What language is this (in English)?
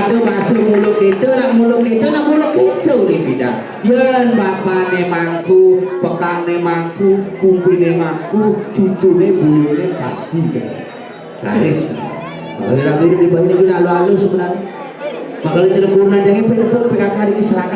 Balinese